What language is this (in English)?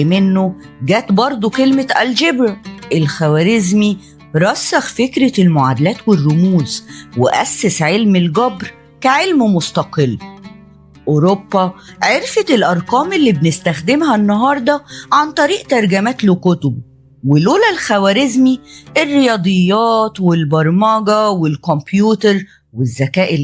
Egyptian Arabic